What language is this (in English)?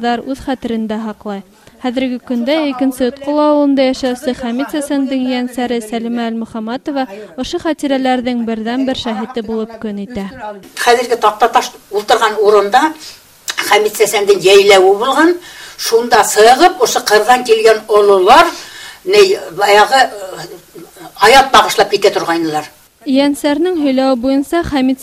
Bashkir